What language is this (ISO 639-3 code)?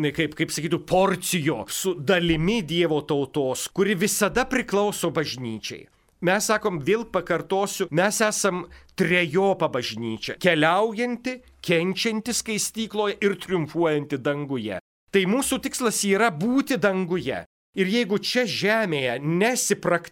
lit